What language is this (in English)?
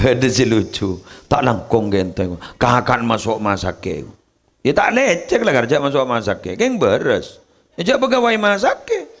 Madurese